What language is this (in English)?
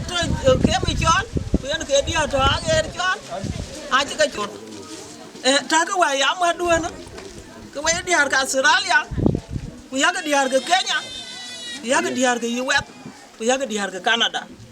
Dinka